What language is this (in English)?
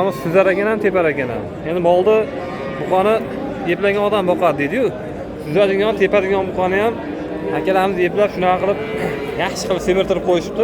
Uzbek